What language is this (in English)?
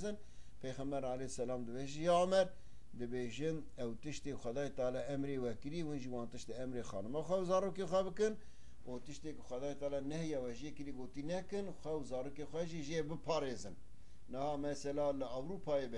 Kurdish